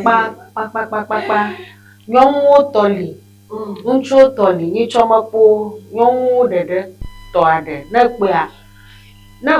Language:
Ewe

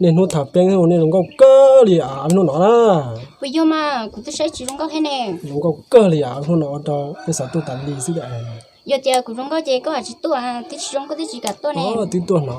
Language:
Hmong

